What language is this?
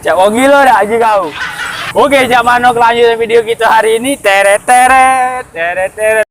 Musi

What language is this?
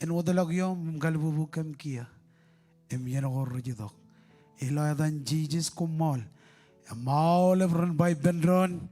Marshallese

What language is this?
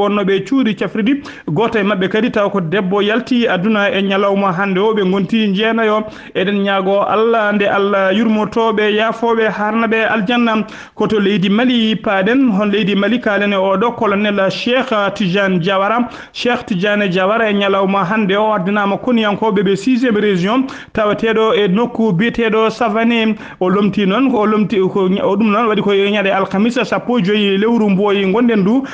Fula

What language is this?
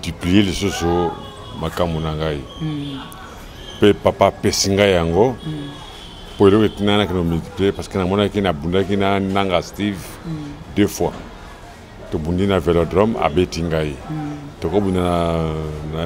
Lingala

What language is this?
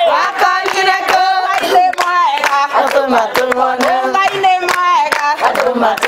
Meru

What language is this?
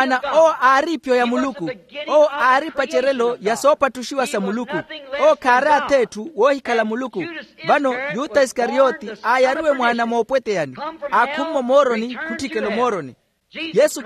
Makhuwa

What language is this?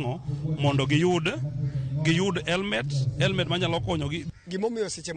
Luo (Kenya and Tanzania)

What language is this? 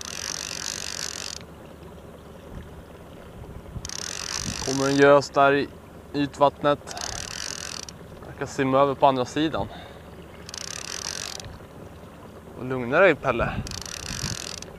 Swedish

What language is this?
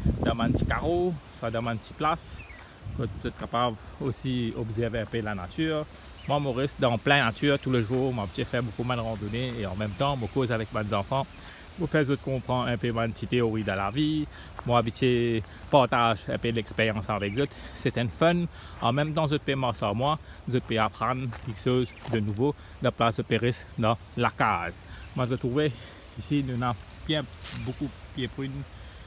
Morisyen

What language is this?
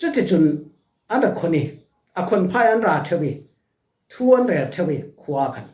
Falam Chin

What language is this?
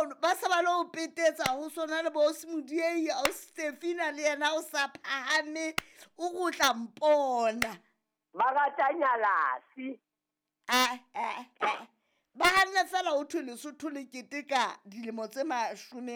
Southern Sotho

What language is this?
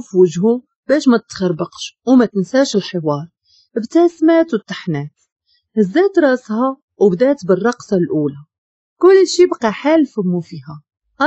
Moroccan Arabic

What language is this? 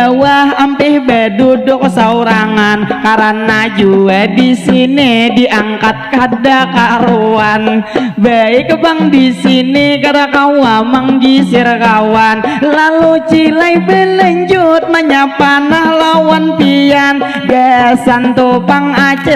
Banjar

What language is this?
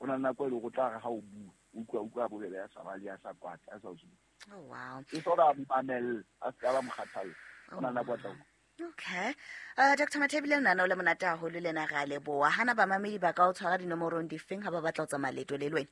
Southern Sotho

